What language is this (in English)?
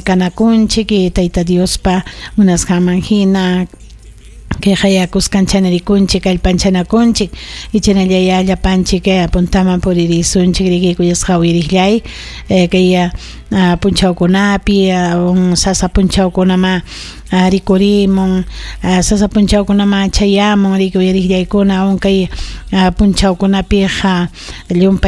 Ayacucho Quechua